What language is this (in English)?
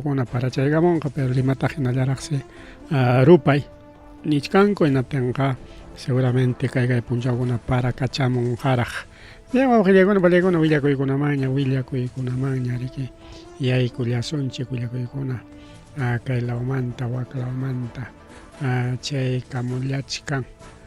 Ayacucho Quechua